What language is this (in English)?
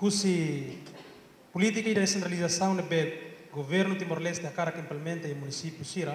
Tetum